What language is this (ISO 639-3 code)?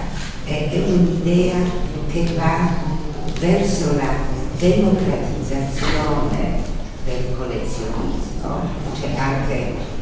ita